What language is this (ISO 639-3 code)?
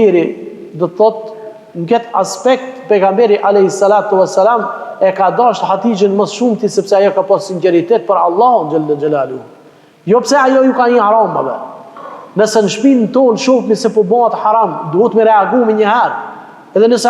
sqi